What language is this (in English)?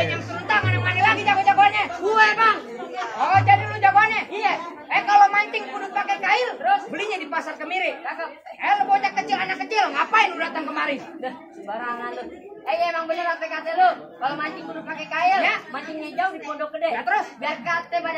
Betawi